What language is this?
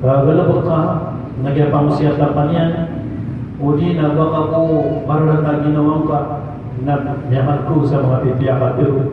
Maranao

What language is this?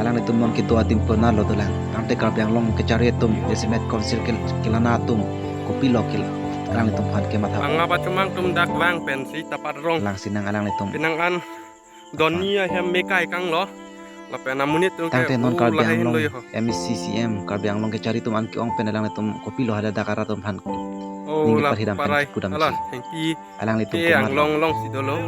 Karbi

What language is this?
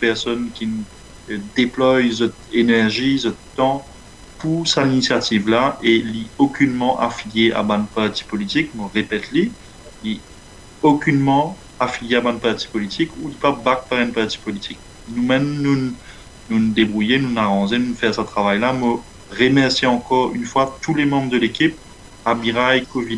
Morisyen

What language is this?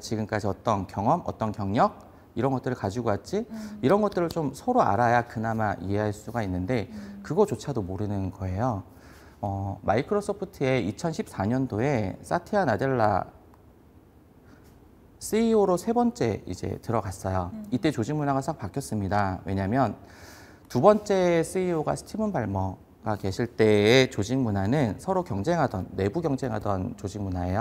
Korean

